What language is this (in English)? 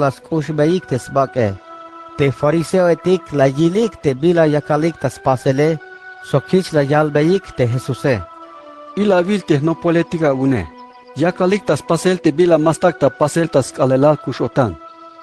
Tzeltal